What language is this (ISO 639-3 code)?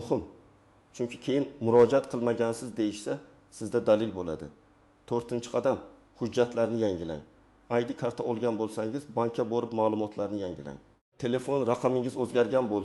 uzb